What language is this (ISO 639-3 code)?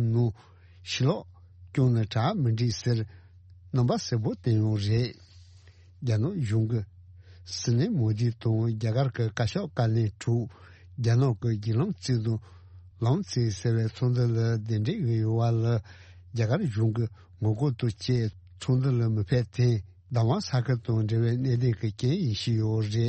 bod